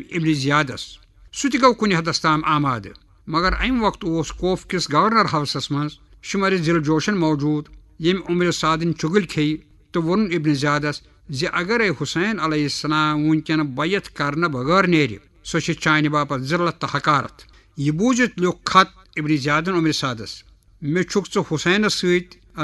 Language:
Kashmiri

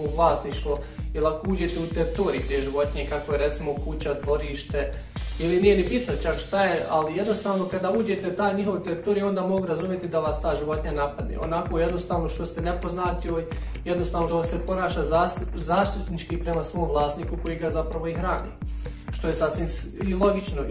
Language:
Bosnian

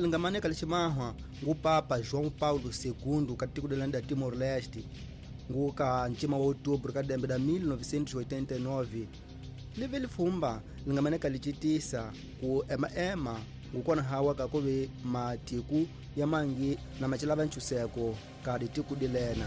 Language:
Tsonga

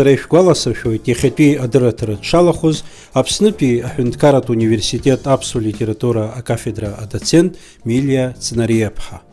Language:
Abkhazian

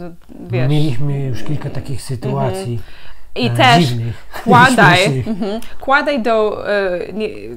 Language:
Polish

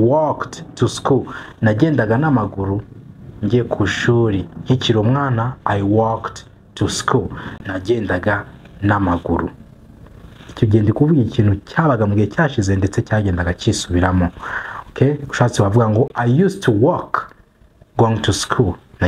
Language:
Kinyarwanda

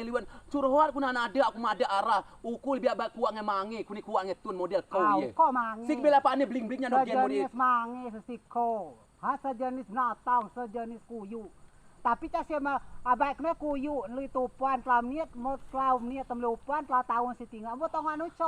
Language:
Rejang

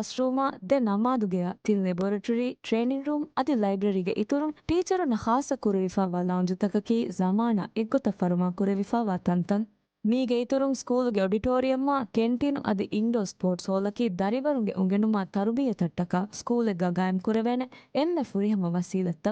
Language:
Divehi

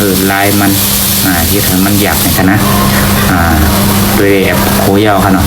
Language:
Shan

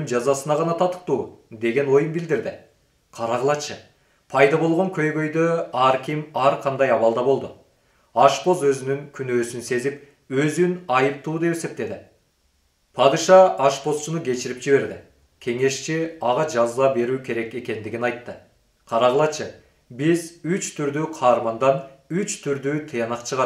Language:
Kyrgyz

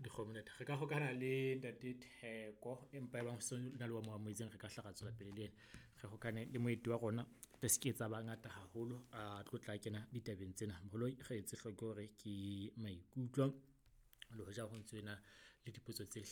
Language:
Southern Sotho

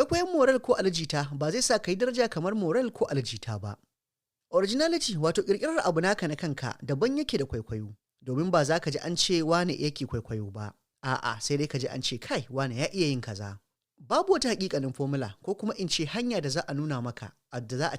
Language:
Hausa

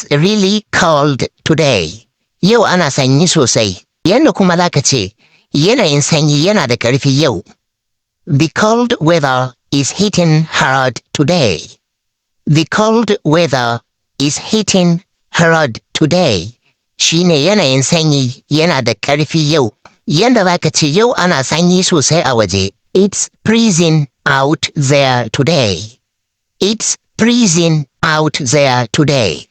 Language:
Hausa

